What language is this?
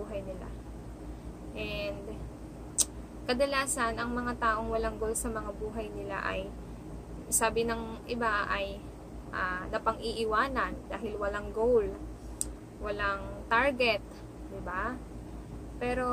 Filipino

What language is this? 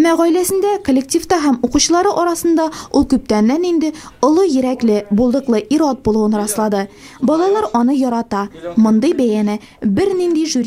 Tatar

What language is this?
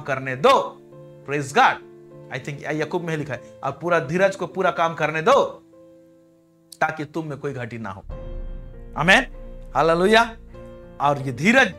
Hindi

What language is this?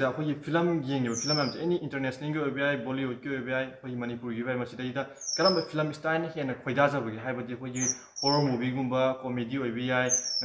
Manipuri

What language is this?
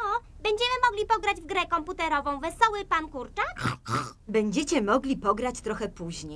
Polish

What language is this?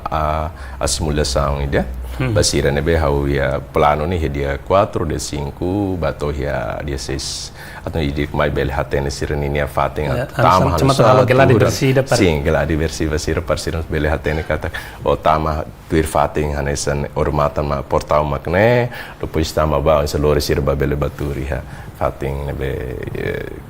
Tetum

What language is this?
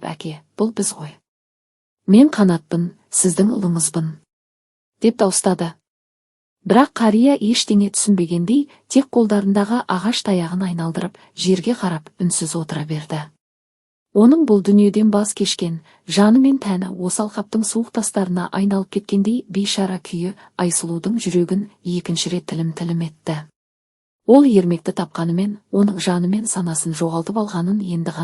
Kazakh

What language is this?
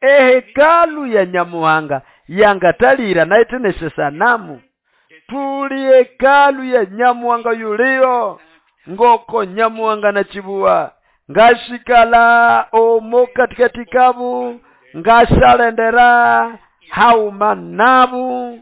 Nande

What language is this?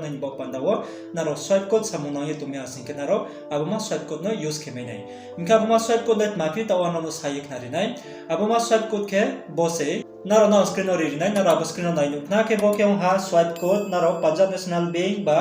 Riang (India)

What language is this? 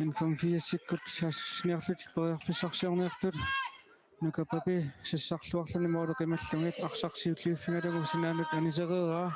Kalaallisut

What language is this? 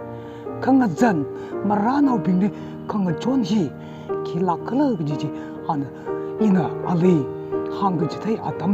Tangkhul Naga (India)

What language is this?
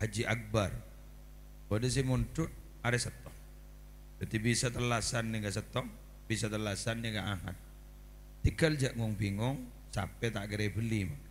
Madurese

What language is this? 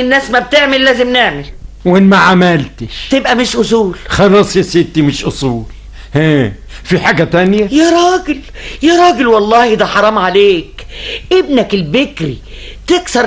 Egyptian Arabic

